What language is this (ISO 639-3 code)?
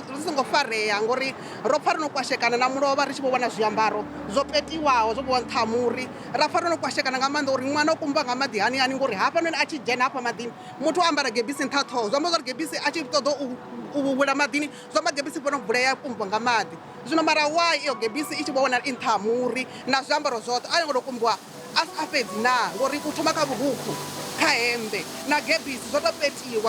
ven